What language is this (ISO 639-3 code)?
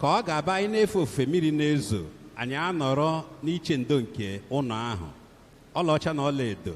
ibo